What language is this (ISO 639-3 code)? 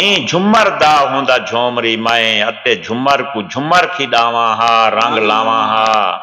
skr